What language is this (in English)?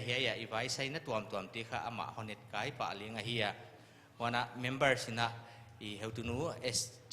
Paite Chin